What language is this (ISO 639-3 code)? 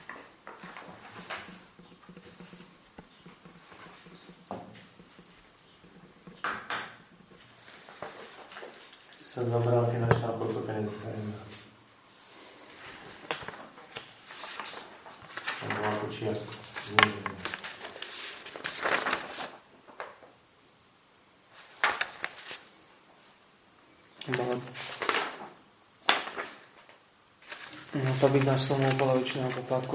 slk